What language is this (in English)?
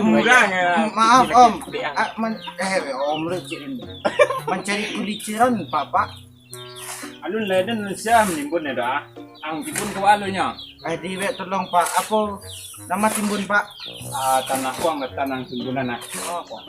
Minangkabau